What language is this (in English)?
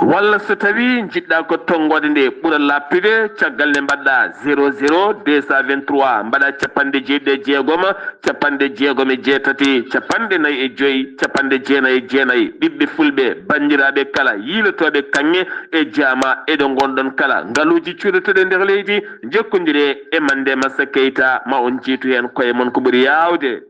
Fula